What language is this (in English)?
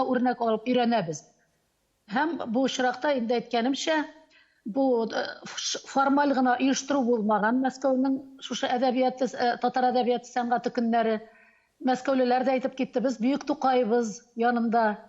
Tatar